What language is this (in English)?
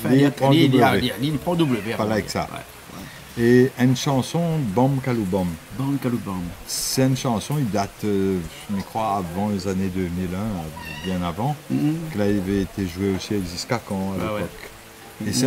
Réunion Creole French